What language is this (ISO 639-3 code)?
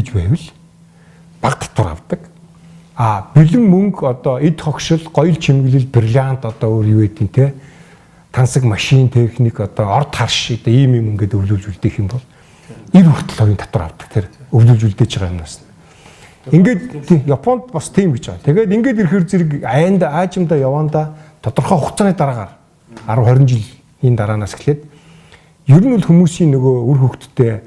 mon